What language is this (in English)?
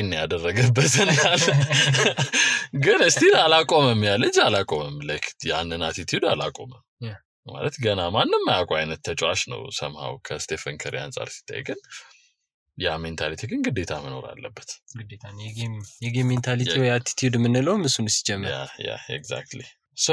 Amharic